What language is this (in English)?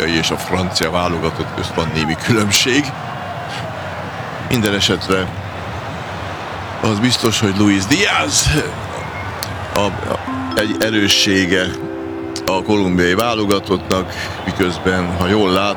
Hungarian